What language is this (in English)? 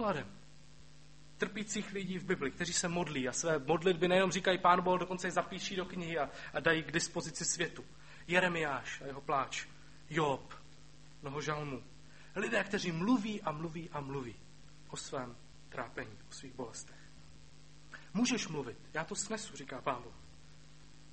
Czech